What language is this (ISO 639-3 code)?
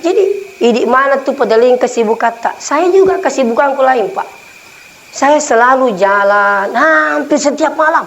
bug